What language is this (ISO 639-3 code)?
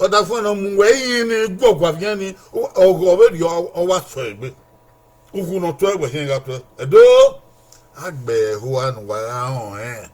bin